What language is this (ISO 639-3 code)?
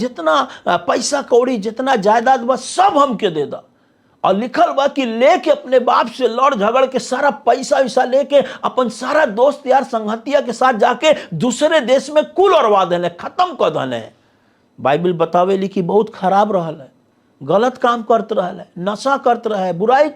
bho